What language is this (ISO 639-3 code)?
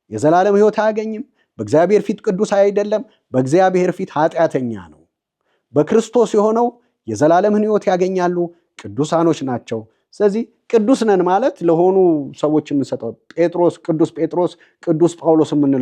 amh